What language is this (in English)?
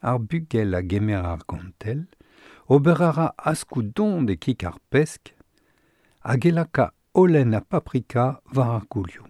Breton